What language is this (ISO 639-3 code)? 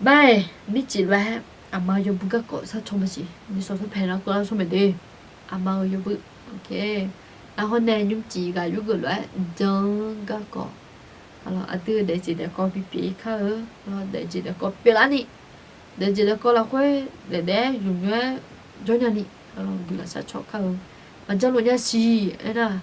ahk